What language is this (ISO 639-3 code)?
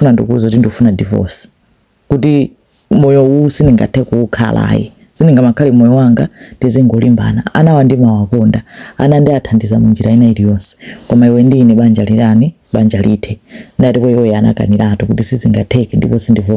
nya